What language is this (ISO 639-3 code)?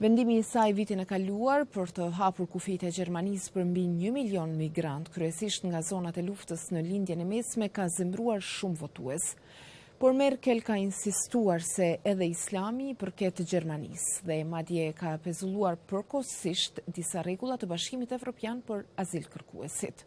sqi